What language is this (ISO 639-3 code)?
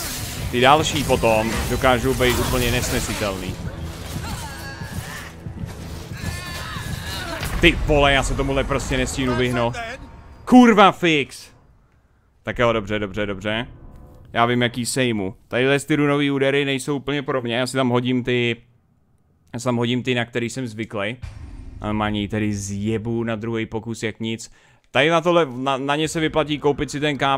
ces